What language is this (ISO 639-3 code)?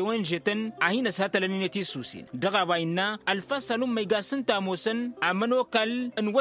taq